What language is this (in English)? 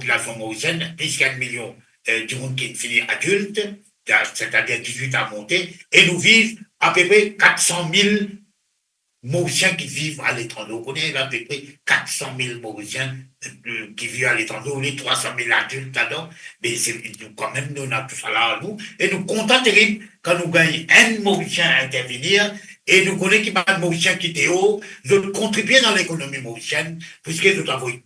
Morisyen